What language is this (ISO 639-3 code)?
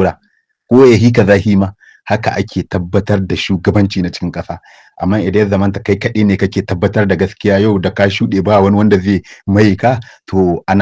hau